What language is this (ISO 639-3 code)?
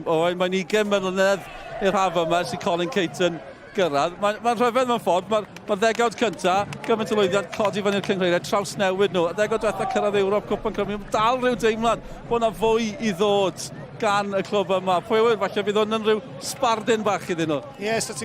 cym